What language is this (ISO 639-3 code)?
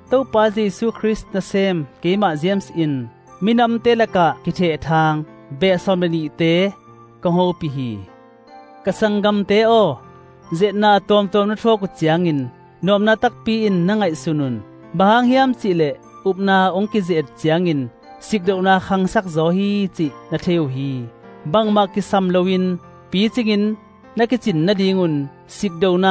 ctd